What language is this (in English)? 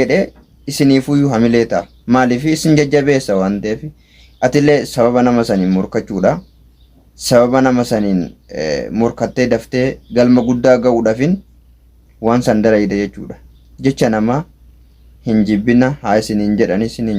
Oromo